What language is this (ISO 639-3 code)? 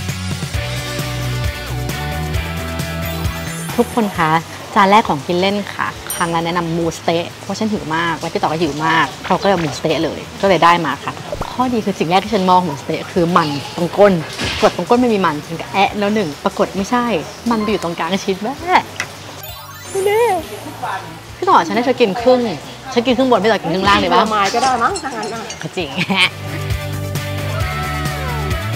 tha